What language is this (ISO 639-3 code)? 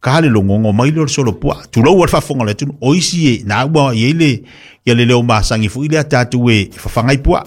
smo